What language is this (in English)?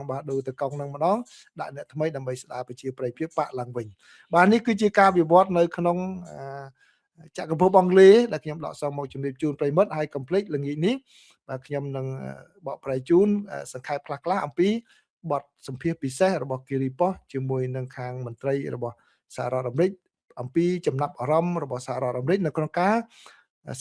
Khmer